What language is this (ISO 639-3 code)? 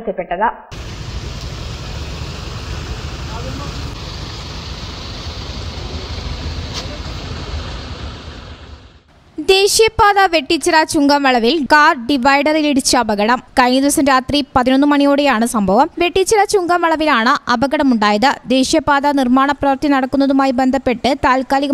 mal